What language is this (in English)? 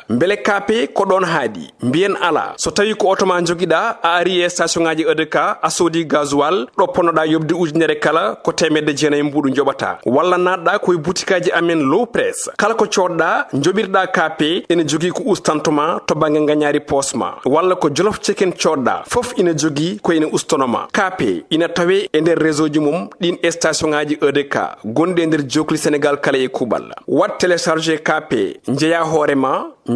Fula